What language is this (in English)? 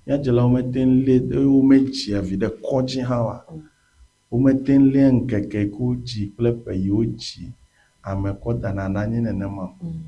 Ewe